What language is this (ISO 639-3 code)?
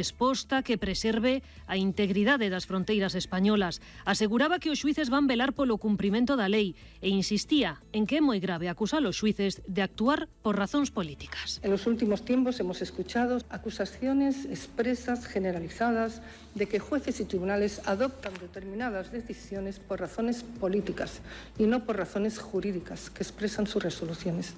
glg